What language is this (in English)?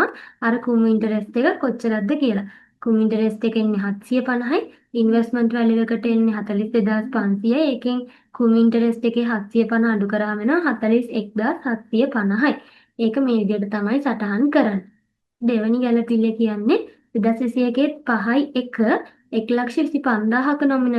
Sinhala